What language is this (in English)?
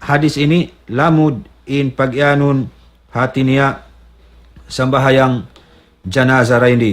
Tausug